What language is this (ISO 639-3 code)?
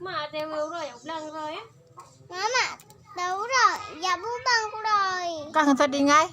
ace